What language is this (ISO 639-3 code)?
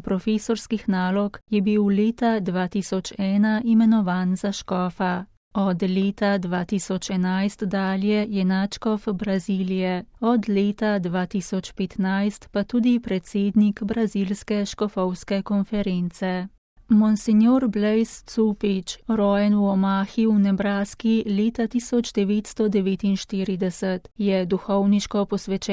slv